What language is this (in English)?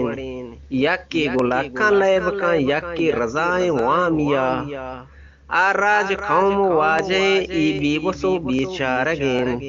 Eastern Balochi